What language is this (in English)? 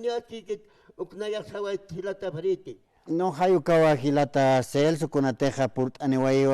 Aymara